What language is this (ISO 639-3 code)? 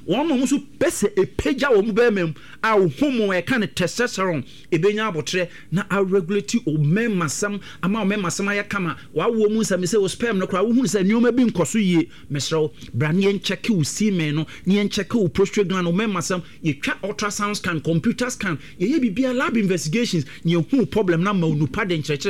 aka